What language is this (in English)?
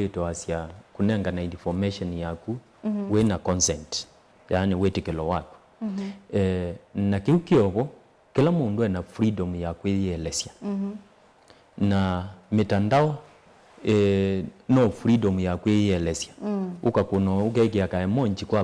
Kamba